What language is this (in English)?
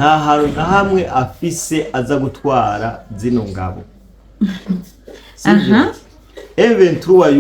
Rundi